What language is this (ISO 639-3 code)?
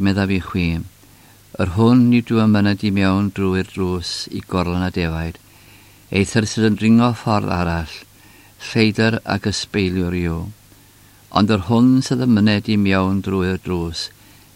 cym